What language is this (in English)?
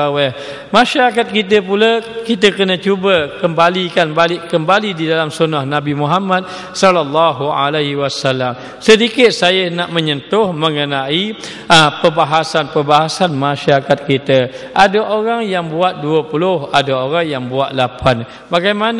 Malay